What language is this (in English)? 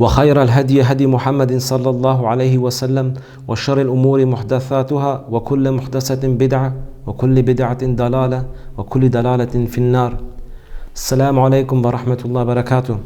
Kurdish